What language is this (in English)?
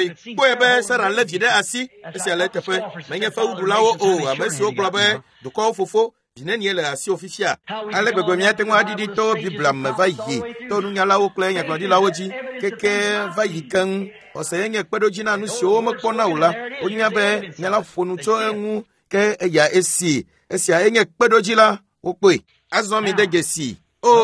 Ewe